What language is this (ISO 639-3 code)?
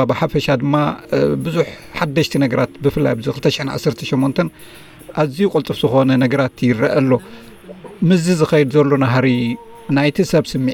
tir